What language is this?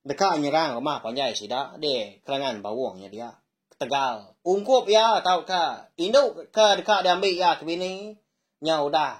Iban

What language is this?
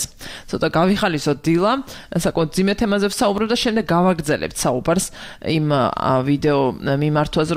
Georgian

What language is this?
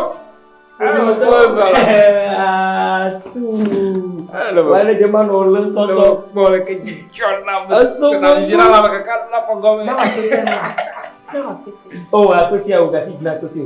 Ewe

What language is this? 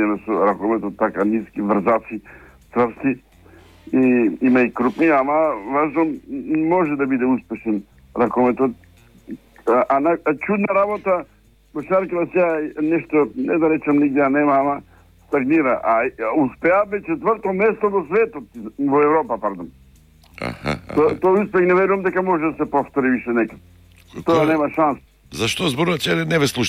Macedonian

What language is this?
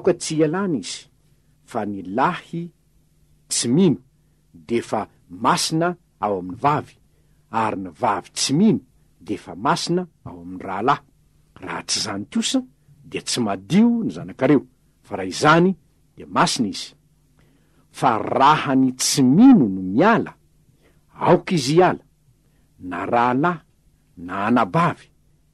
Malagasy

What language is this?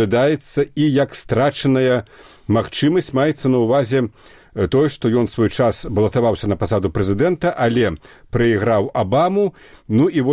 Belarusian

